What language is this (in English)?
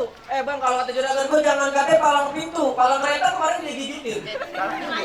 Betawi